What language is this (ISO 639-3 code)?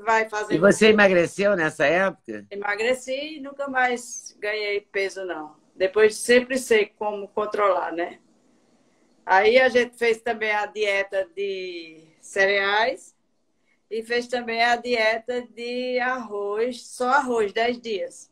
por